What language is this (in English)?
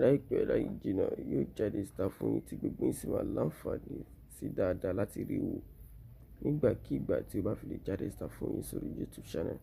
Yoruba